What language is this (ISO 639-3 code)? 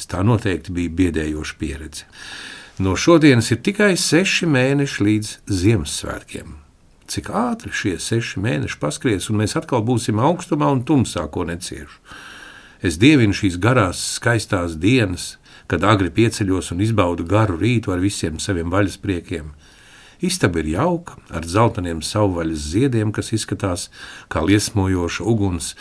lav